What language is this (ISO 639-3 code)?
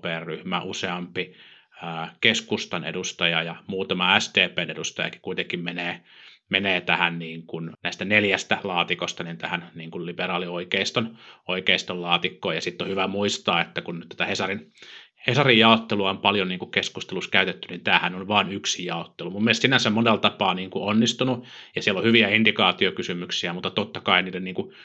fin